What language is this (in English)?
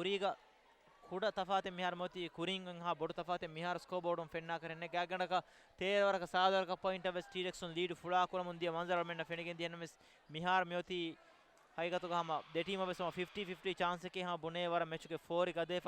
Divehi